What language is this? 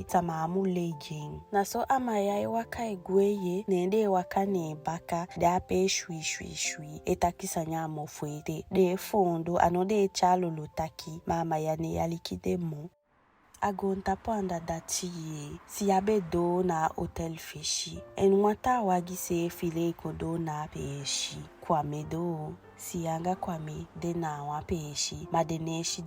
Eastern Maroon Creole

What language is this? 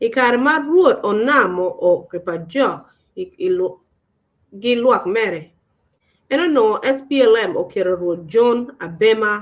Acoli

